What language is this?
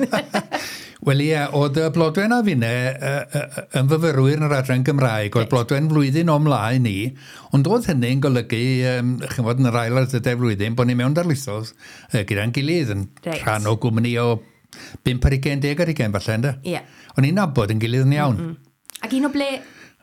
Welsh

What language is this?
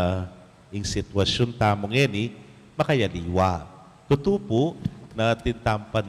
Pampanga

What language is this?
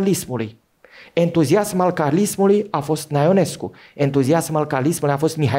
Romanian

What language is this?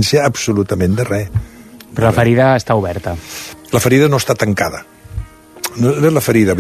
Catalan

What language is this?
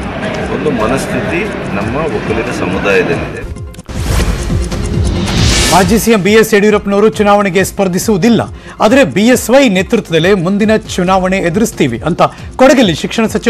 Kannada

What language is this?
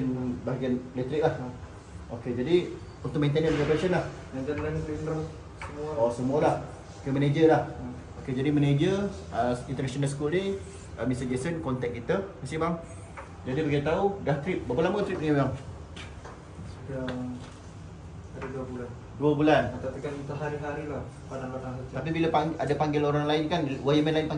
Malay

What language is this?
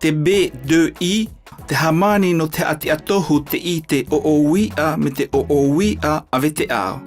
South Marquesan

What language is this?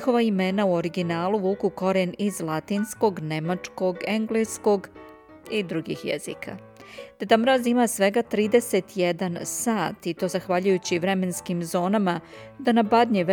Serbian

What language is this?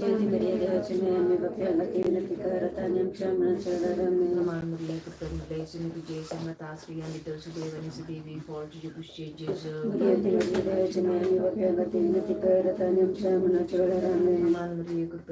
Konkani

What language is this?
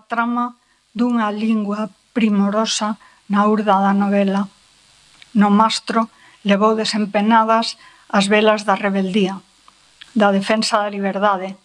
Galician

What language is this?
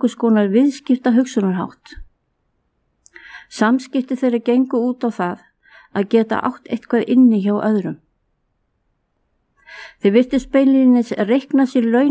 Icelandic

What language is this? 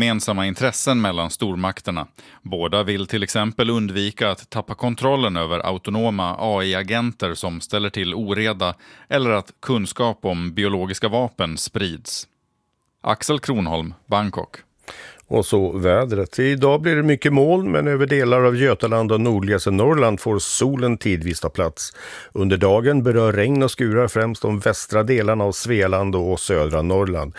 Swedish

